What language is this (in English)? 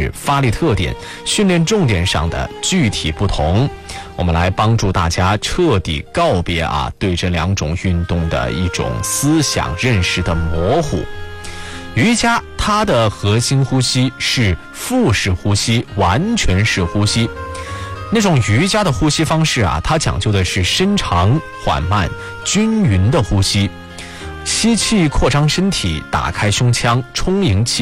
Chinese